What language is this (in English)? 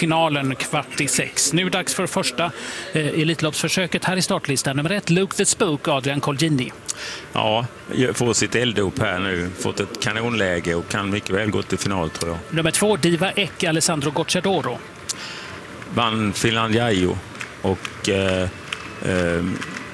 Swedish